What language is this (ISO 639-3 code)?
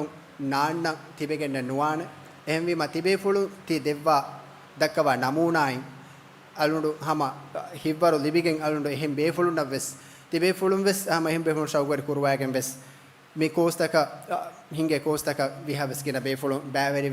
div